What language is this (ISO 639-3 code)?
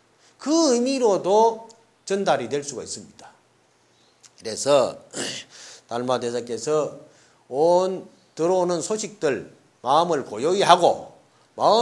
kor